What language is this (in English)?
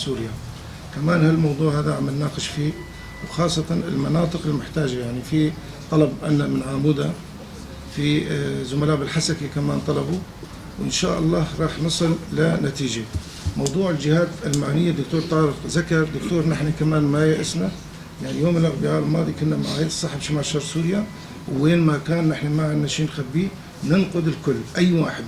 North Levantine Arabic